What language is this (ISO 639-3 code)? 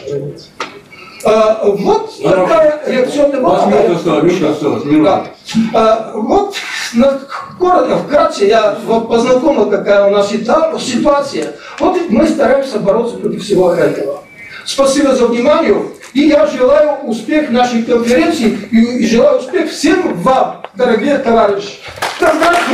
rus